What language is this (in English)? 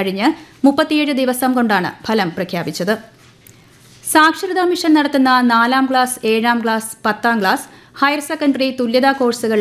Malayalam